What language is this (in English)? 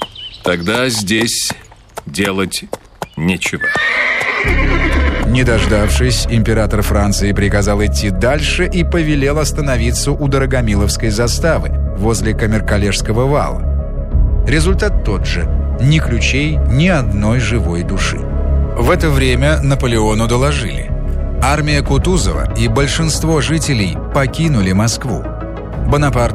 Russian